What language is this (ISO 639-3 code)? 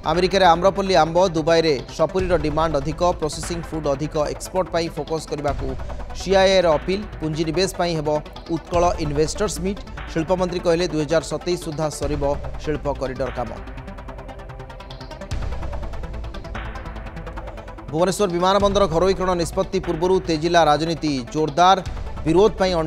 ori